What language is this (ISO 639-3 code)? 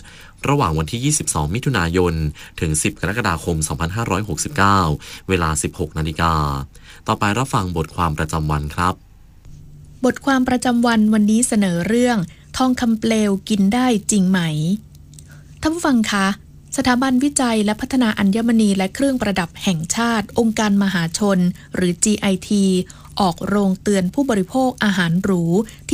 tha